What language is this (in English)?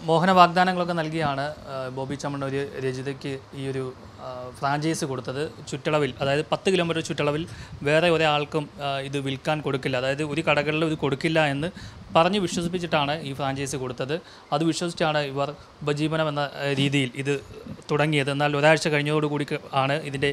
Malayalam